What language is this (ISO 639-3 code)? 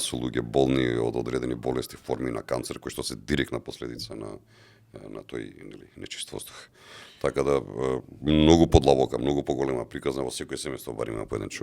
mkd